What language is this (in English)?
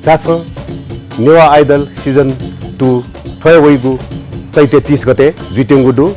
Newari